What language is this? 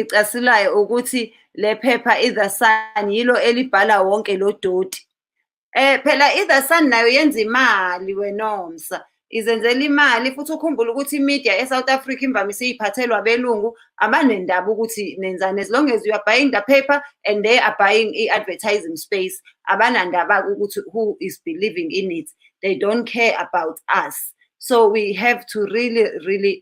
Zulu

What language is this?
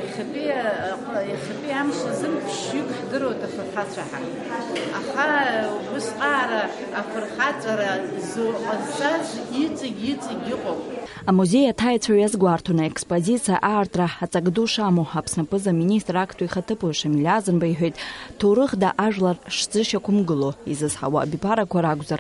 Abkhazian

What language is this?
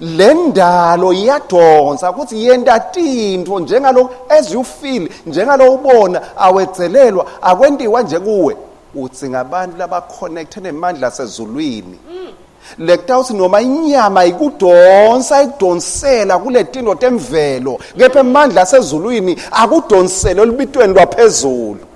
Swati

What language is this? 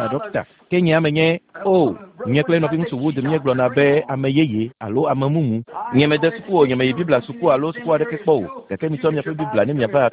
Ewe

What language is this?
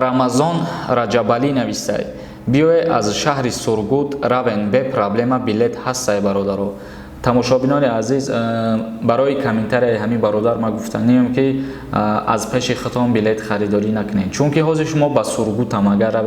Tajik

